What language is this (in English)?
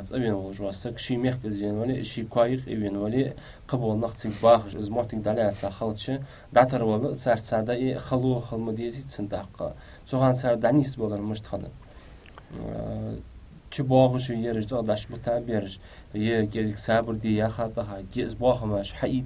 Ingush